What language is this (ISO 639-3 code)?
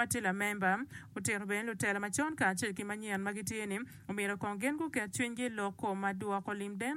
ach